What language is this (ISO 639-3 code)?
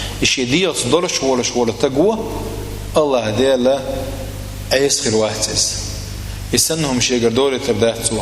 che